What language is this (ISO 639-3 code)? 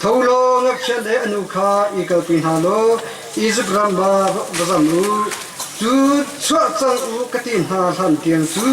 cnh